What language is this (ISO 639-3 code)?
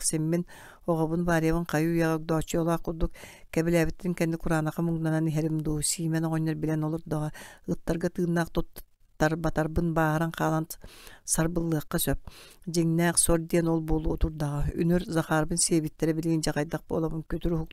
sah